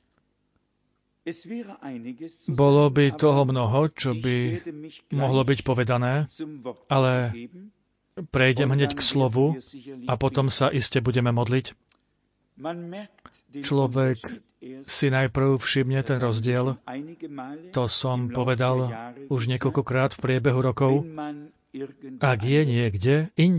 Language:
Slovak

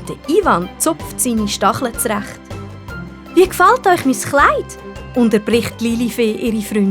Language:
Swiss German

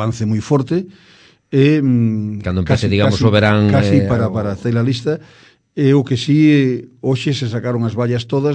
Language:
Galician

